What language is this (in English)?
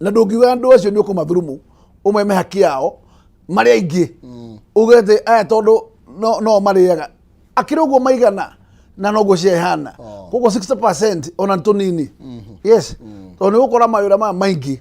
Kikuyu